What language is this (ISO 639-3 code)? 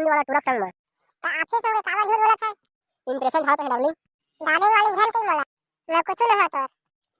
hne